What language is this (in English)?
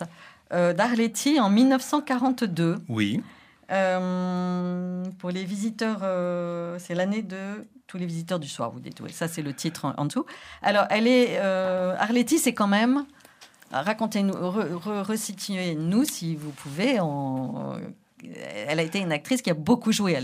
French